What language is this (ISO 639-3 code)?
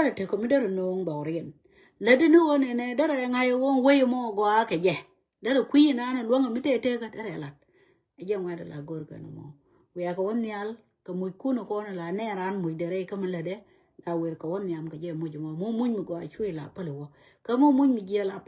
nus